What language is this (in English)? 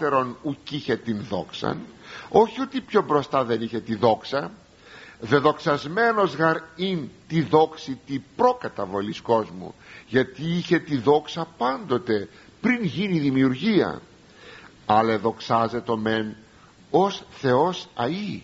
Greek